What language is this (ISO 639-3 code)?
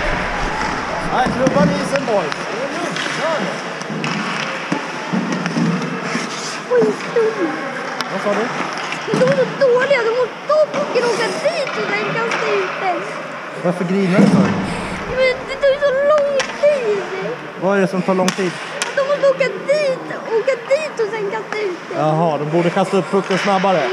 swe